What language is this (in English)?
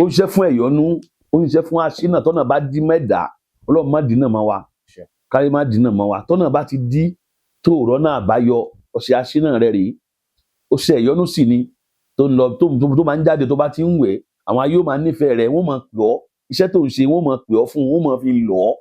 Yoruba